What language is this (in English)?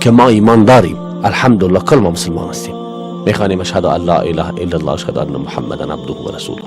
Persian